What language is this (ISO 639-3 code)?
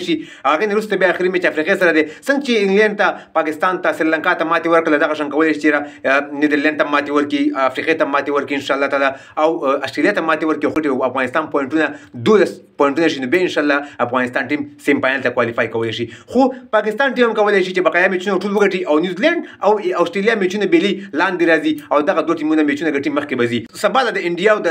pus